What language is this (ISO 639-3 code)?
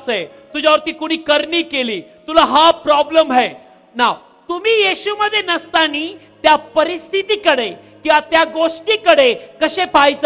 mar